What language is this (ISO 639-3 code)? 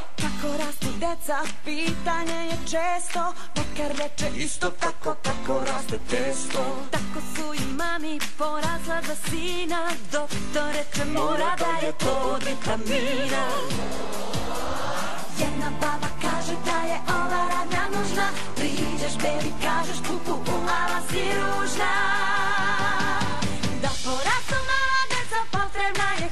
srp